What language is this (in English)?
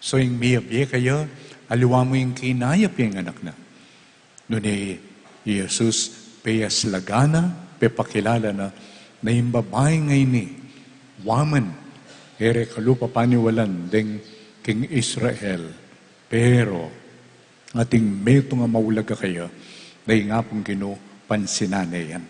Pampanga